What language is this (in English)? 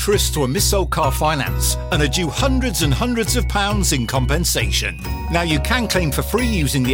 English